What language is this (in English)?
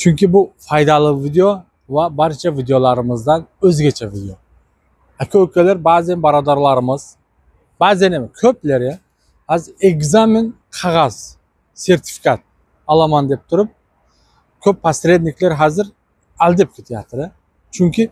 Uzbek